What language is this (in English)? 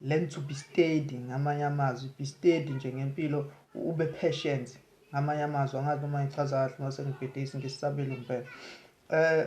Zulu